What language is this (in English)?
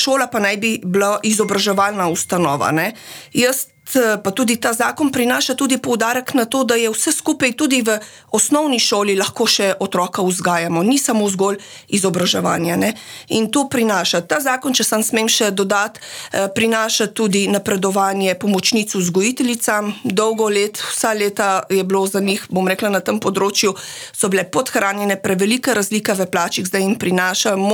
Slovenian